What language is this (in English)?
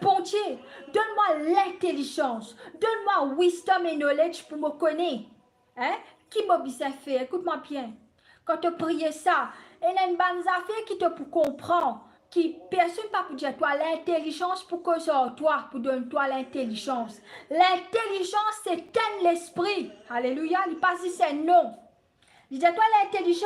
Morisyen